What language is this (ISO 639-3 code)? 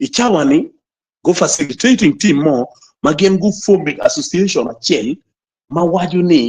ach